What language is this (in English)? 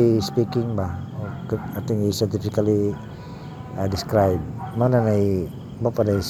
Cebuano